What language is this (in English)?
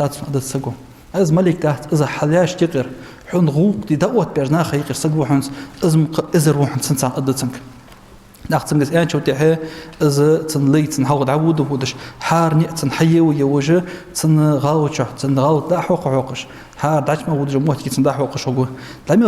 Ingush